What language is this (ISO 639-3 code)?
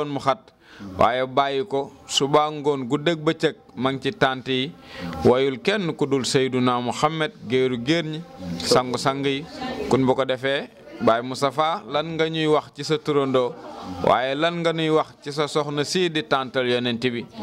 wol